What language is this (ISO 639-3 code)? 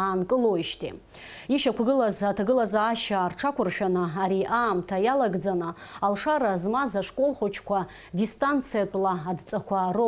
abk